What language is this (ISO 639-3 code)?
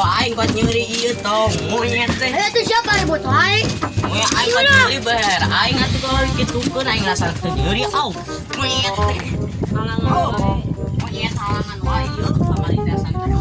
sun